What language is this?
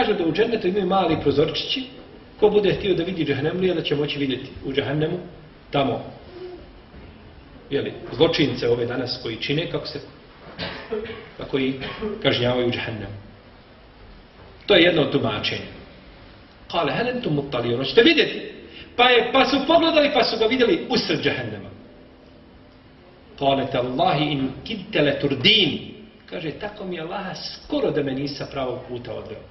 Bosnian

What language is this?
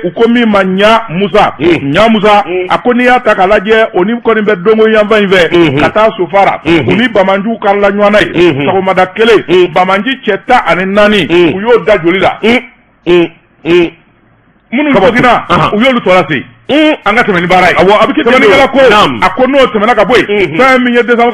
Bambara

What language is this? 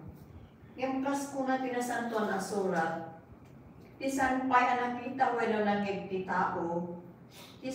Iloko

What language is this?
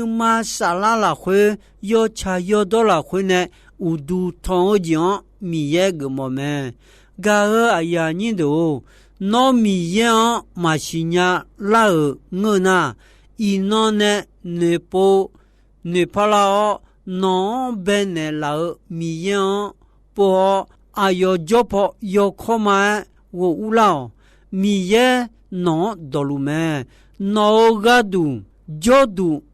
Akha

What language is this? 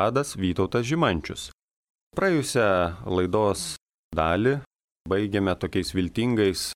Lithuanian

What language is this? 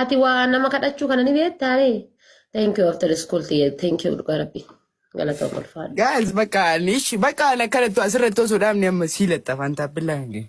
Oromo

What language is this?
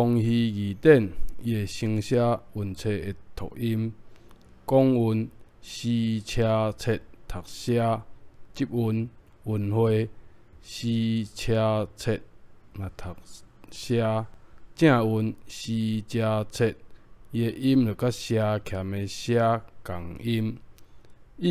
Min Nan Chinese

